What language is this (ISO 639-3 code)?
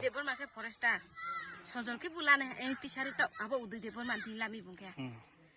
ria